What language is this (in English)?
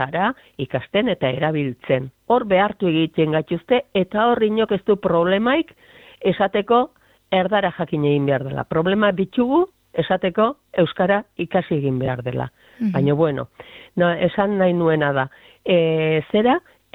Basque